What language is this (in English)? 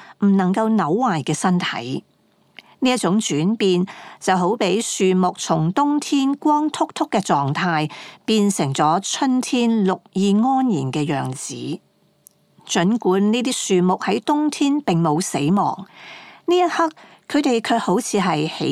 Cantonese